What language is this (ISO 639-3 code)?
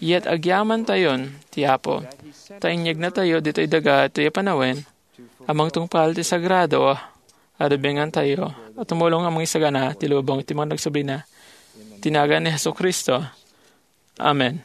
ilo